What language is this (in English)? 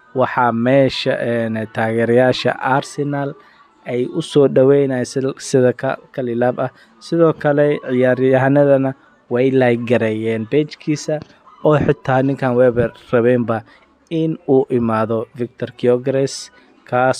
Somali